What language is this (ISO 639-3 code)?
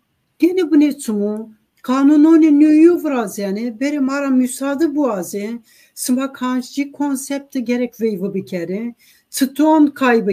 zza